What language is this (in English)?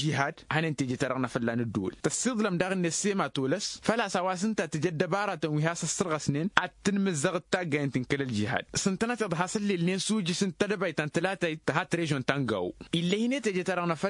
Tamasheq